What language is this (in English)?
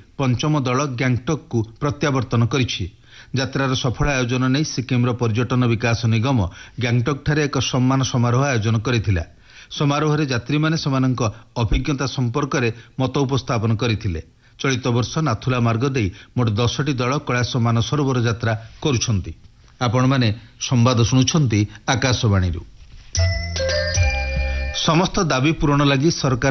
Odia